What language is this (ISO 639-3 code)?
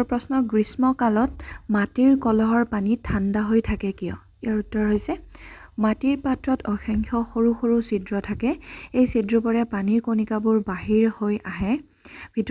asm